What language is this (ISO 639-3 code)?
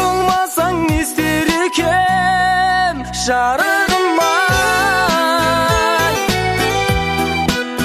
kaz